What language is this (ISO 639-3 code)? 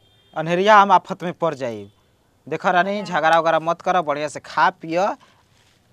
bho